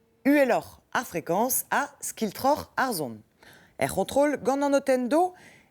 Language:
Breton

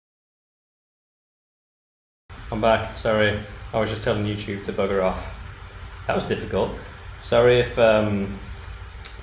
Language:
English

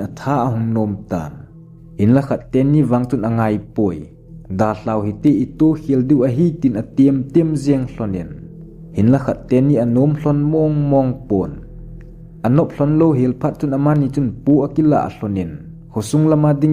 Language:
Thado Chin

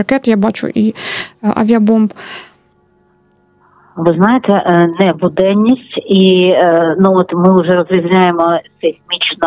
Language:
Ukrainian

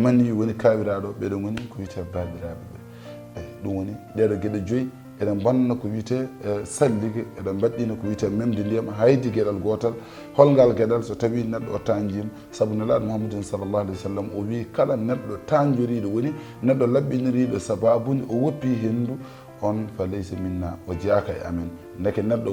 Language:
Fula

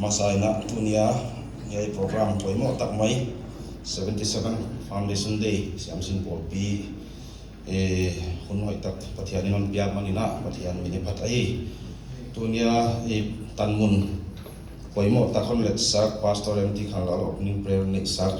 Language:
Paite Chin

